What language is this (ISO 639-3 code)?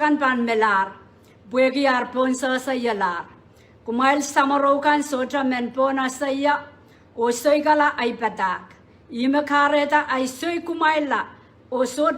pon